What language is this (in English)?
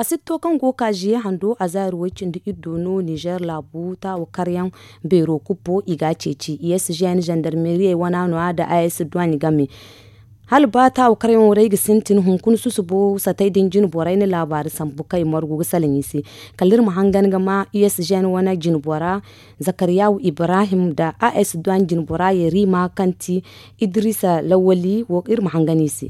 Zarma